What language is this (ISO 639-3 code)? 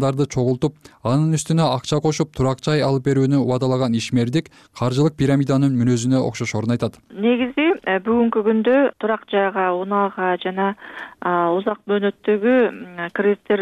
kir